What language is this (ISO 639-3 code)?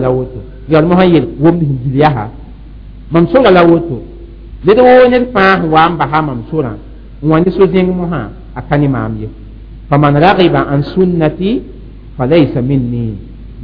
mos